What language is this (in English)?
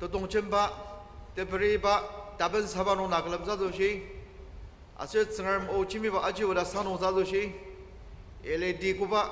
Ao Naga